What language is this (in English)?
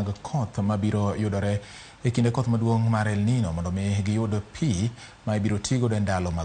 Luo (Kenya and Tanzania)